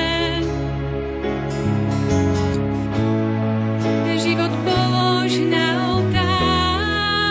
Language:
Slovak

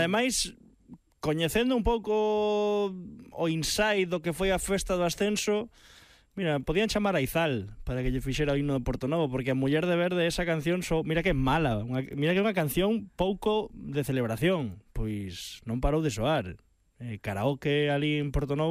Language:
Galician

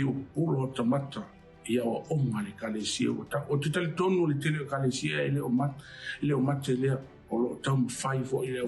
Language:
Samoan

